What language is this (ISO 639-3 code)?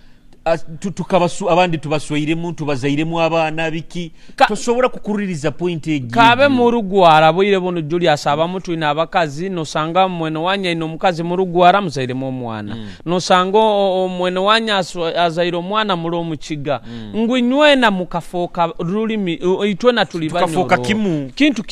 nyo